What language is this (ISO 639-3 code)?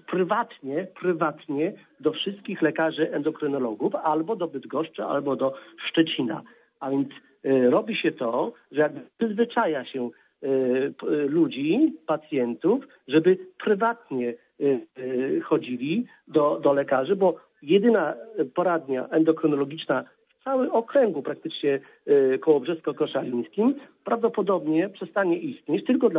pol